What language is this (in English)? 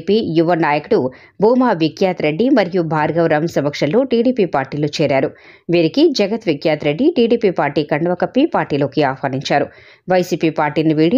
Telugu